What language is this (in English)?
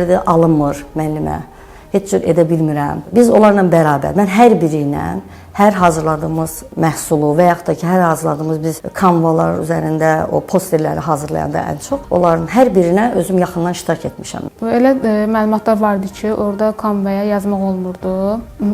Azerbaijani